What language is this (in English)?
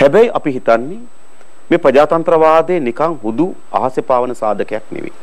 Sinhala